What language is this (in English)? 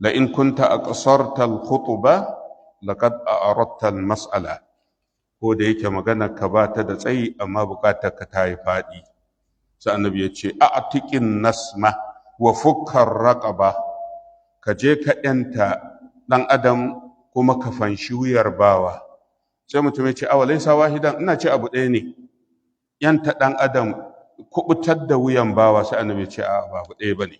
Hausa